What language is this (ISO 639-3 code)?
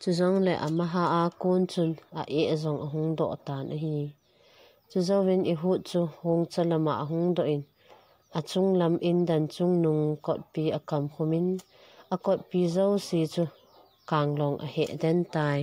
tcz